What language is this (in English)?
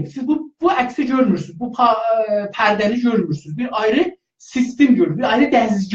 South Azerbaijani